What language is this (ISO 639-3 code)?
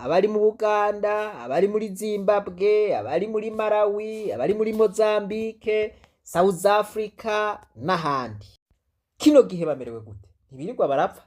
run